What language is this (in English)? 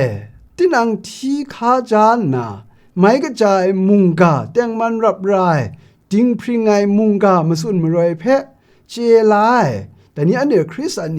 Kachin